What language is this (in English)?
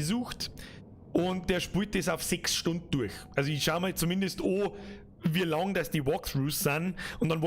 Bavarian